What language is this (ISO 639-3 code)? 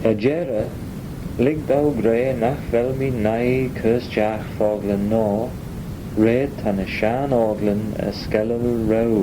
glv